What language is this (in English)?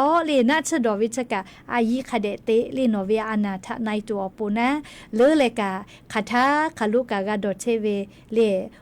Lahu